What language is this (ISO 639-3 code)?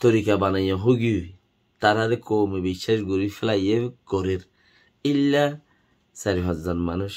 rhg